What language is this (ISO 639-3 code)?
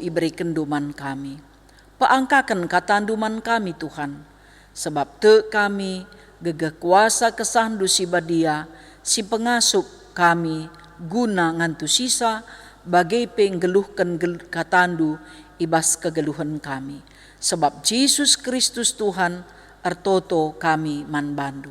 btx